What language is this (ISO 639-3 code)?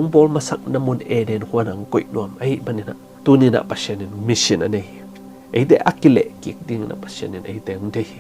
ctd